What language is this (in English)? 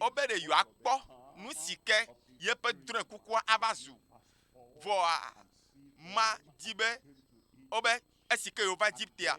Ewe